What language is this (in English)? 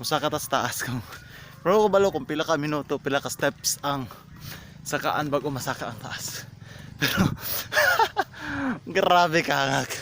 Cebuano